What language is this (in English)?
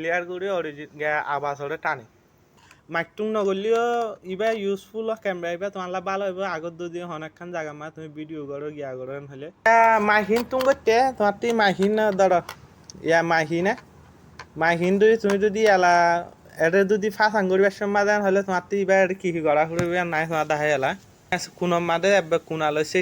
Rohingya